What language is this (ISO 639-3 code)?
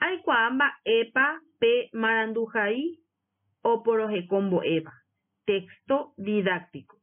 grn